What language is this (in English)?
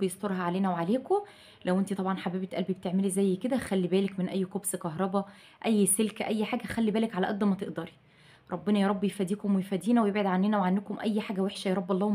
Egyptian Arabic